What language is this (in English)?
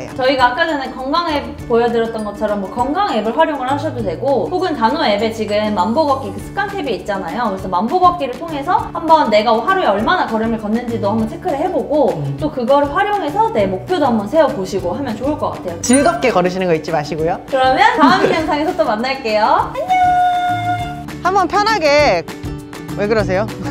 Korean